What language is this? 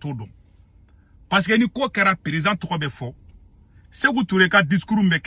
Bambara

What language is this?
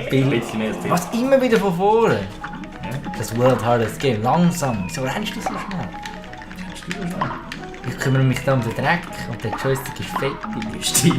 Swiss German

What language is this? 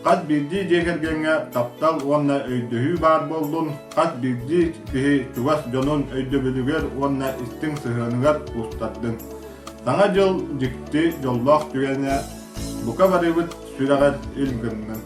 Yakut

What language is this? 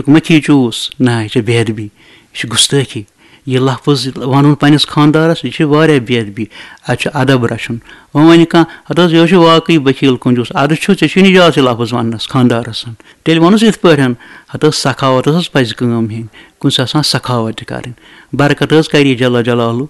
Kashmiri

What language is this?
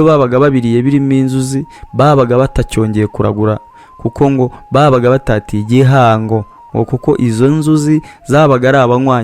Kinyarwanda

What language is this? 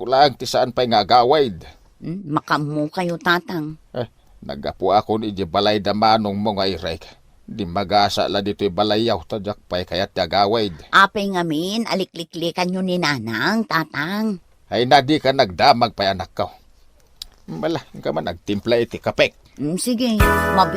Iloko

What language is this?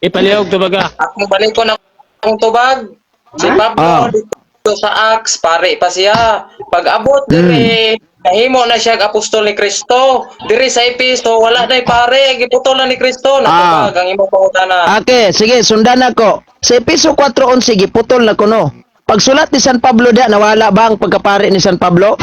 Cebuano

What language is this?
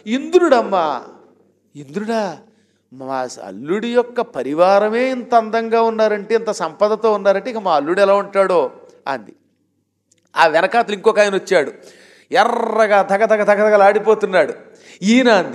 Telugu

